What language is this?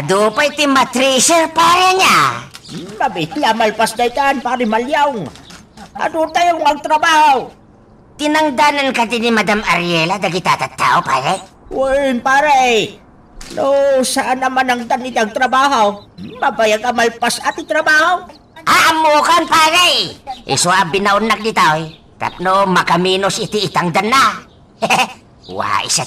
Iloko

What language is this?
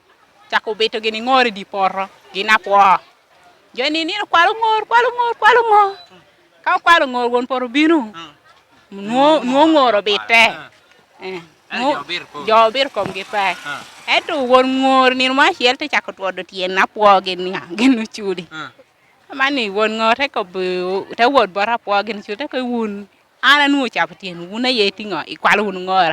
Lango (Uganda)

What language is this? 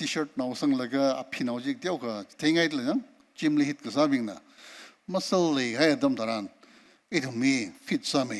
Tangkhul Naga (India)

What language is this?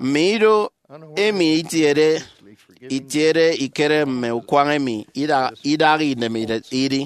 Efik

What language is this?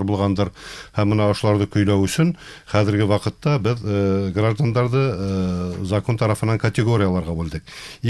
Bashkir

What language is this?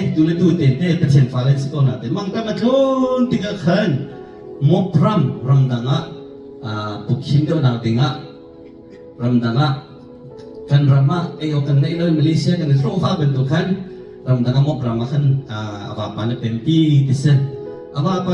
Hakha Chin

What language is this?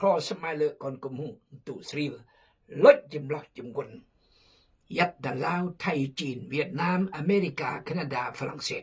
Khmu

